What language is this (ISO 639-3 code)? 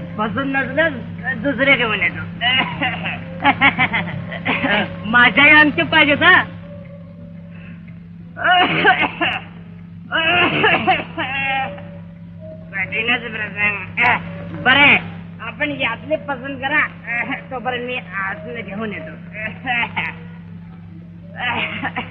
mar